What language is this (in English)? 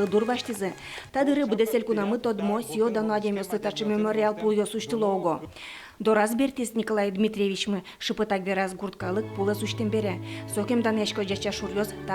Udmurt